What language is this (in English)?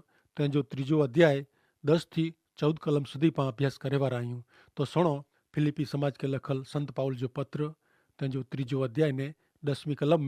Kachhi